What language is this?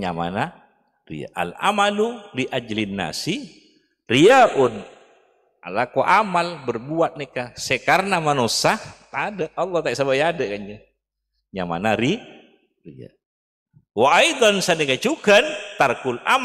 Madurese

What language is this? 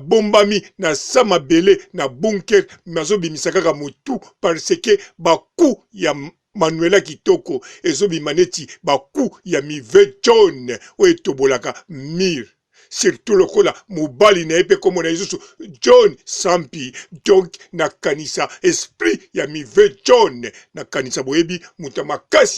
Lingala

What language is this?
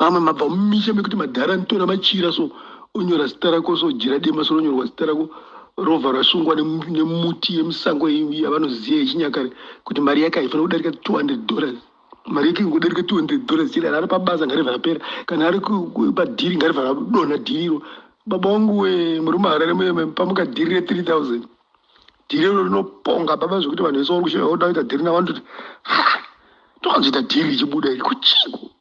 Shona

